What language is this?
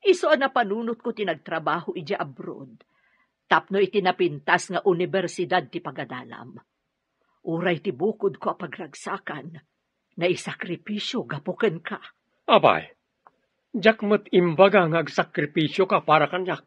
Iloko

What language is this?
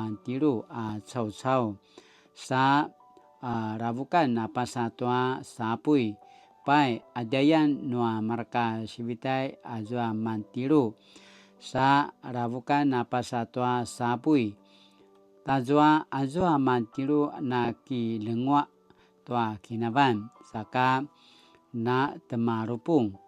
Paiwan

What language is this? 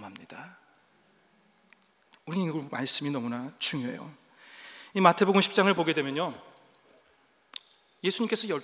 Korean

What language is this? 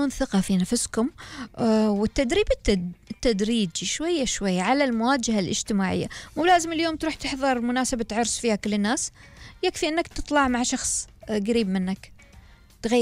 Gulf Arabic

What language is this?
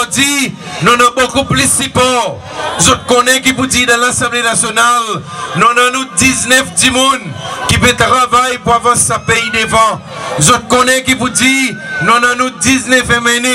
Seselwa Creole French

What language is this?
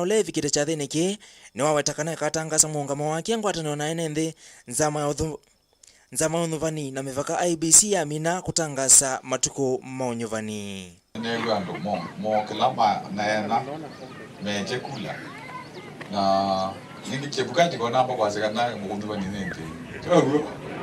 Kamba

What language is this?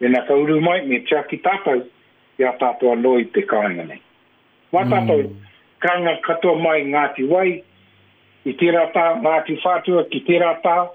Māori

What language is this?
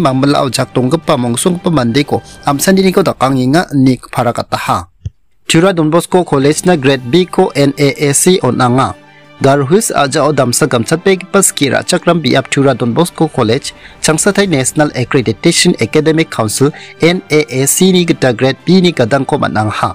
Garo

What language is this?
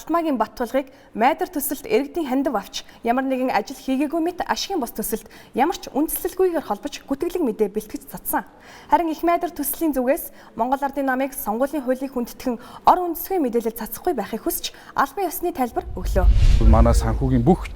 Mongolian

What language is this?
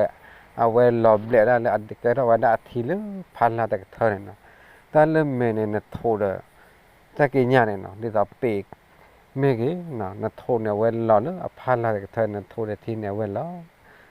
S'gaw Karen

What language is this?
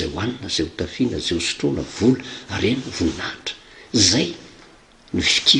Malagasy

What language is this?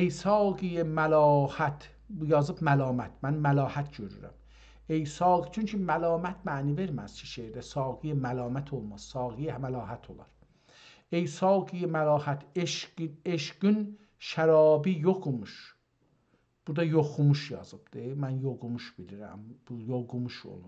South Azerbaijani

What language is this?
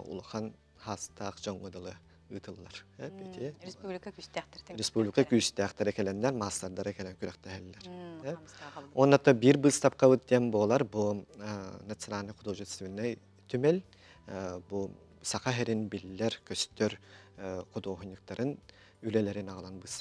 Yakut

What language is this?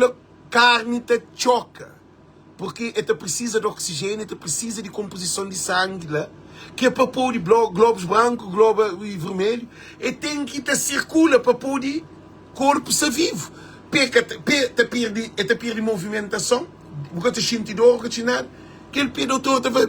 Kabuverdianu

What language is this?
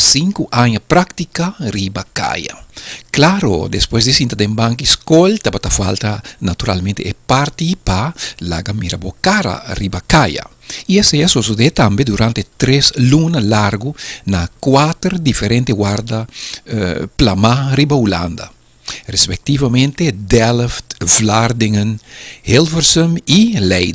Papiamento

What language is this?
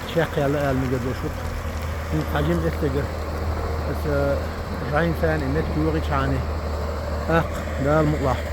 Chechen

